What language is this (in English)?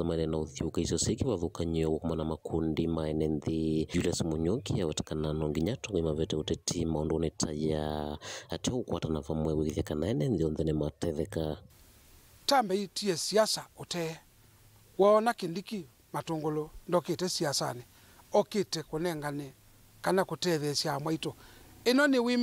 Kamba